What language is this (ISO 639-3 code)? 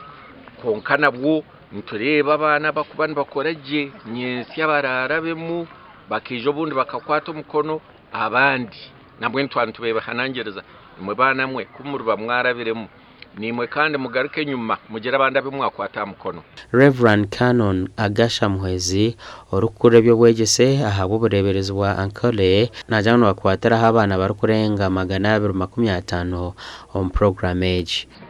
nyn